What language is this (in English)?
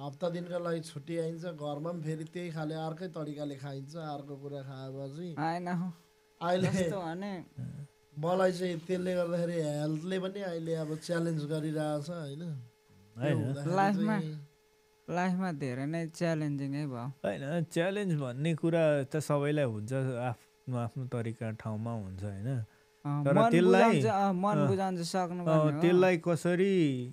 Nepali